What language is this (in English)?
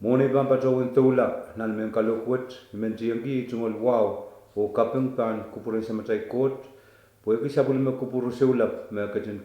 Pohnpeian